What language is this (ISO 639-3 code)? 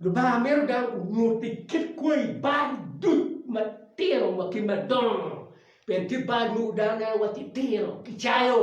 ach